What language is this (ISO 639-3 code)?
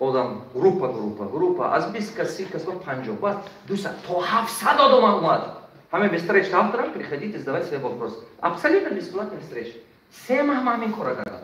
tgk